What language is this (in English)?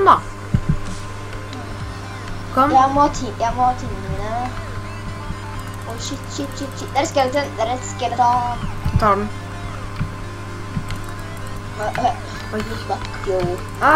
Norwegian